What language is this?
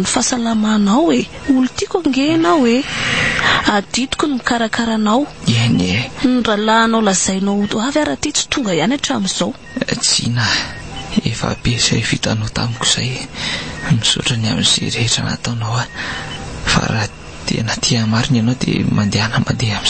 Malagasy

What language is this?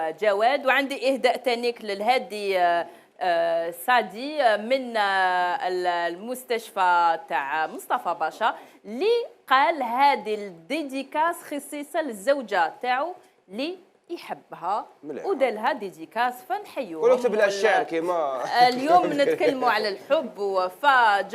Algerian Arabic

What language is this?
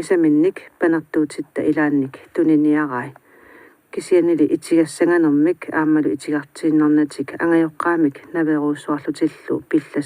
Kalaallisut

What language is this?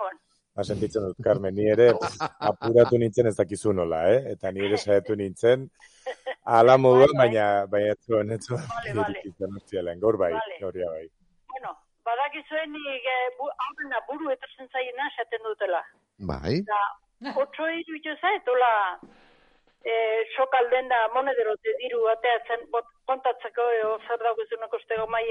Basque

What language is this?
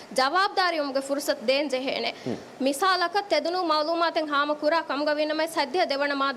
Divehi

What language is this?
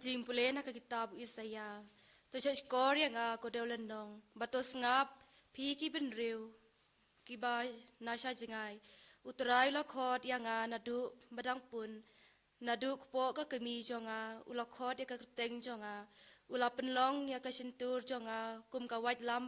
Khasi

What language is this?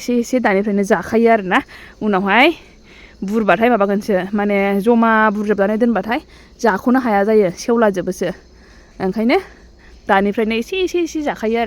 Bodo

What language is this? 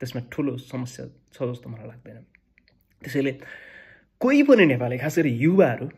Nepali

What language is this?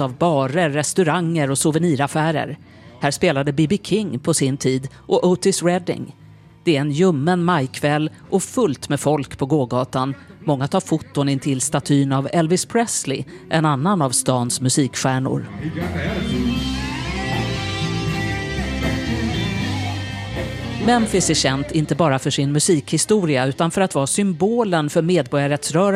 Swedish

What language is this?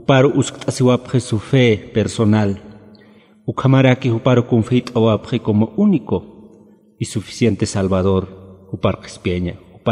Aymara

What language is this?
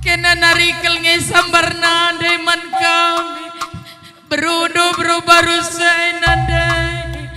Batak Karo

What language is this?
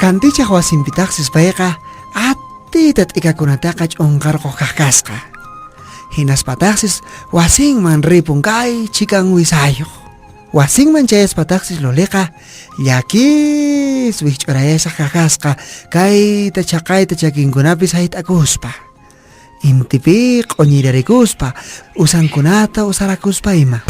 Quechua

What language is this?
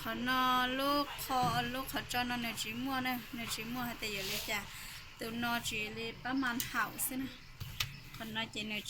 Hmong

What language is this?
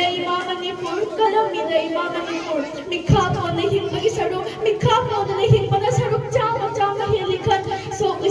Manipuri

